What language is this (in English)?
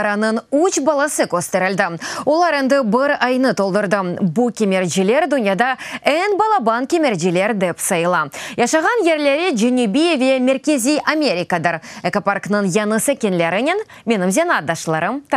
Crimean Tatar